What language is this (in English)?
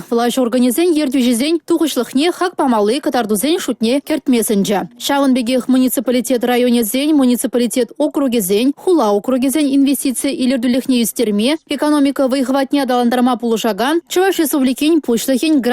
Chuvash